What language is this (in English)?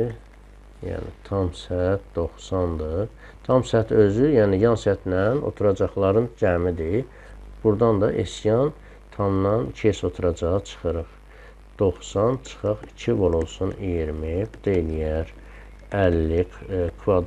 Azerbaijani